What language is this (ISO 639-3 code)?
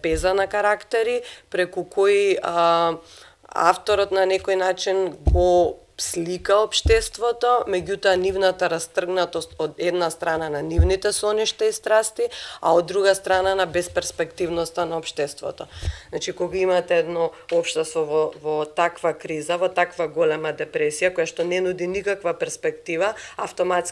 mkd